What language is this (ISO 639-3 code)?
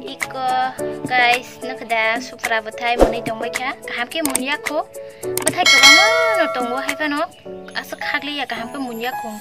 trp